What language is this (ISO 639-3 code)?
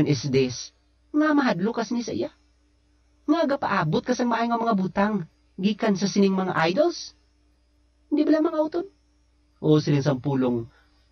hil